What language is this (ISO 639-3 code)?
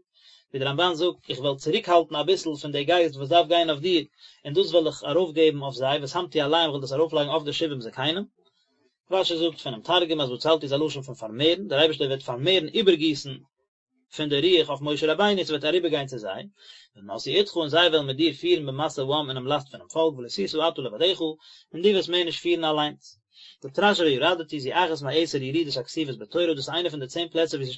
yid